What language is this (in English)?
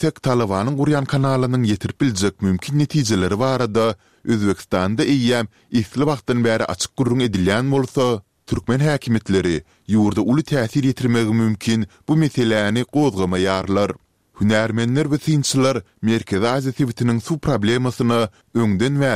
Turkmen